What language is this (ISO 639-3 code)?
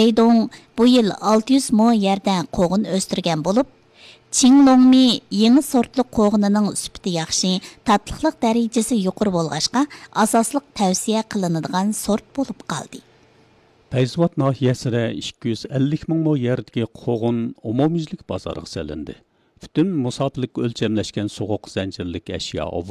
uig